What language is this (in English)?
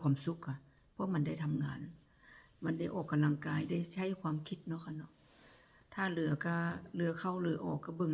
Northeastern Thai